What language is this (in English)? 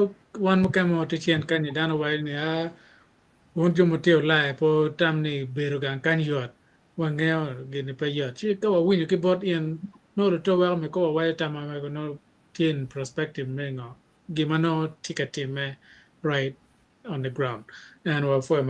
Acoli